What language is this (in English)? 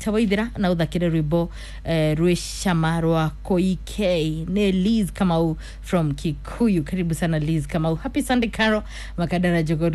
Kikuyu